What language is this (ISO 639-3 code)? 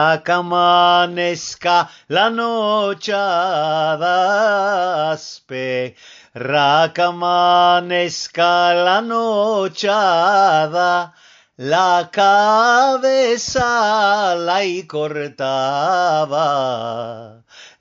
lad